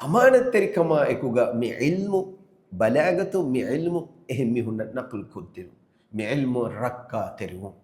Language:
Divehi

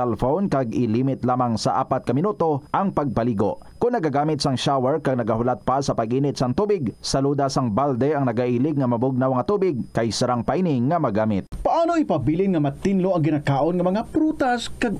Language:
Hiligaynon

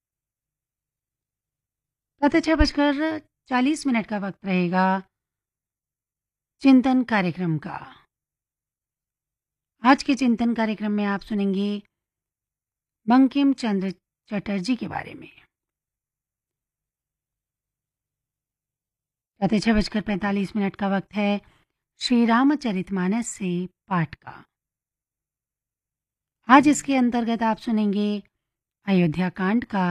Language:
Hindi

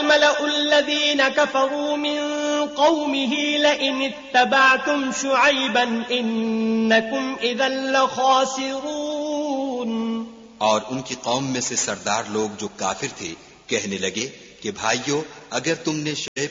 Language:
Urdu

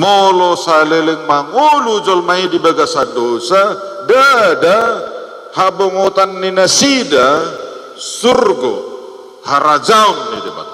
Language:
Batak Toba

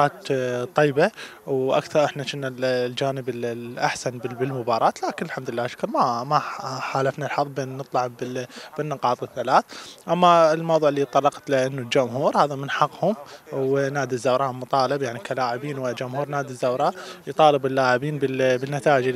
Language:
Mesopotamian Arabic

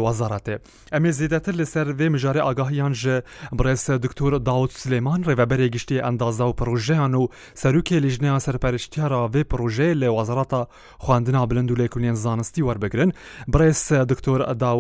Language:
Kurdish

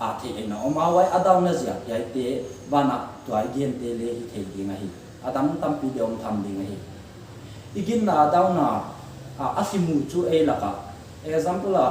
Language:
Paite Chin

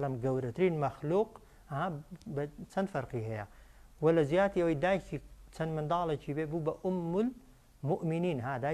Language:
Central Kurdish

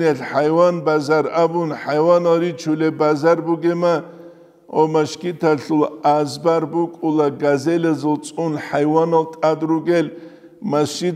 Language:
Avaric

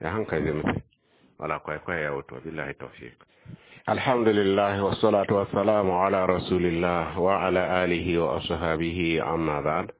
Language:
Mossi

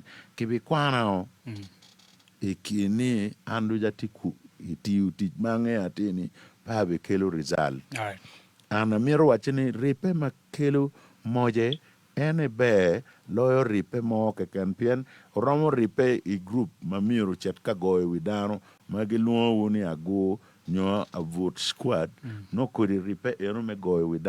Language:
Acoli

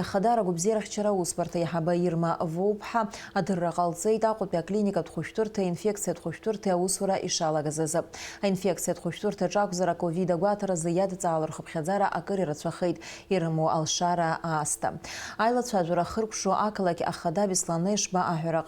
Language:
Abkhazian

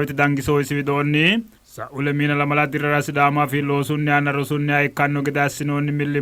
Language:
Sidamo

